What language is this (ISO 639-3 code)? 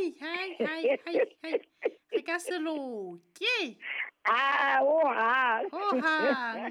sot